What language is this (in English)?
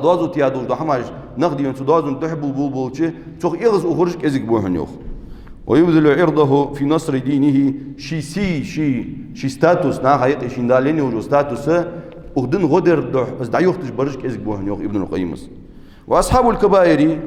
Ingush